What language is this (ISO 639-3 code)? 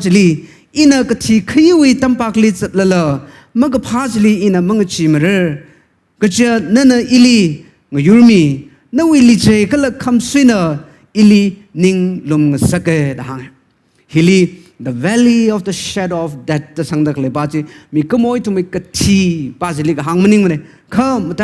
nmf